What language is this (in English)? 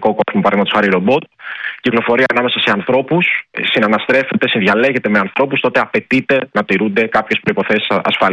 Greek